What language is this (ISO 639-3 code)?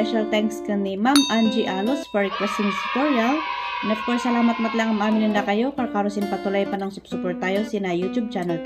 kne